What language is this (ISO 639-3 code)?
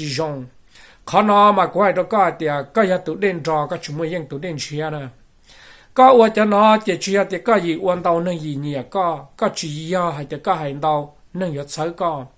hmn